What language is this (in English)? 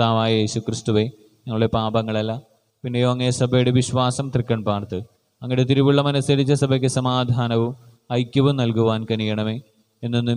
Malayalam